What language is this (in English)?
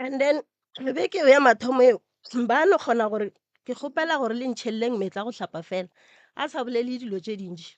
Northern Sotho